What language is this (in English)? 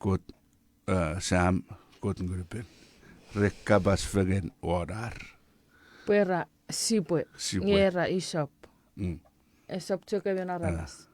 Chuukese